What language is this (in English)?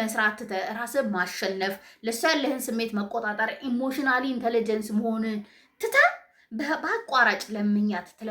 Amharic